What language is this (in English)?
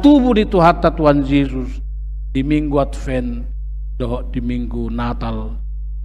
Batak Toba